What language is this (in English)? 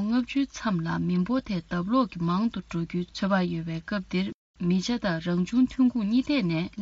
Tibetan